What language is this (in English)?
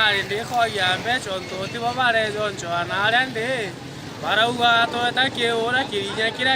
Meru